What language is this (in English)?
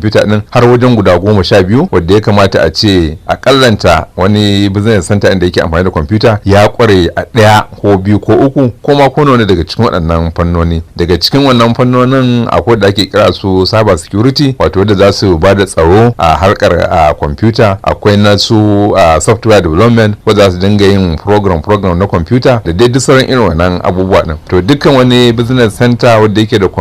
Hausa